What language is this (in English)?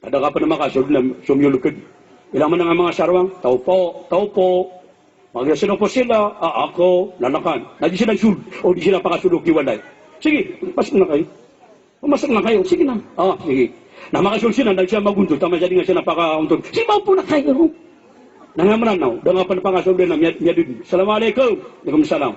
Maranao